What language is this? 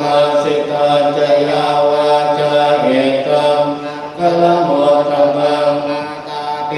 Pali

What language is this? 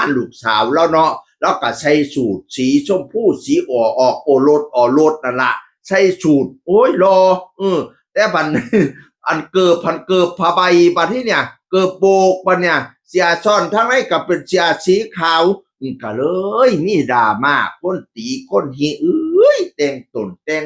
Northeastern Thai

